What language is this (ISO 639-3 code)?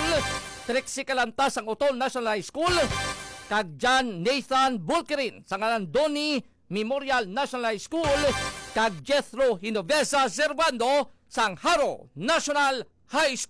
hil